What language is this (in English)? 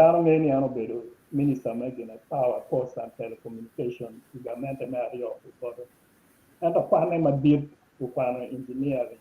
Acoli